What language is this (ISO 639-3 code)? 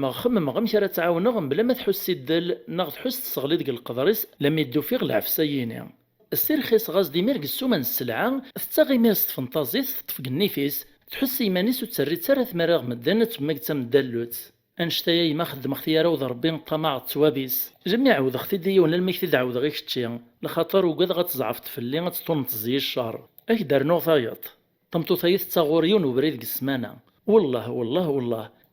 kab